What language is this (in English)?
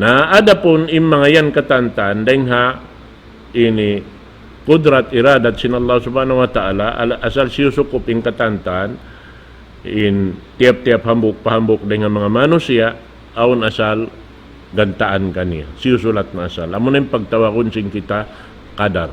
Tausug